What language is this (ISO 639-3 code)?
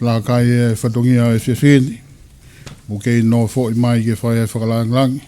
ton